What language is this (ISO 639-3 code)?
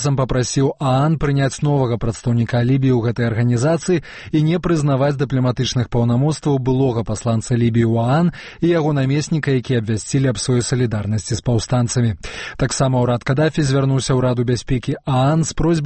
bel